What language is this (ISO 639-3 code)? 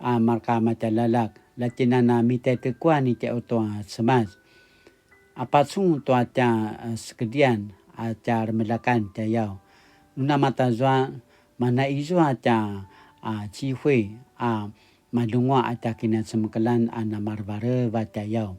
pwn